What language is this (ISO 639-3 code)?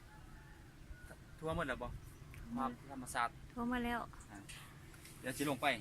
lao